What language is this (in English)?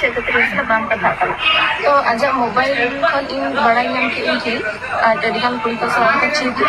Santali